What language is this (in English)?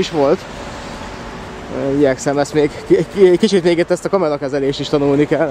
Hungarian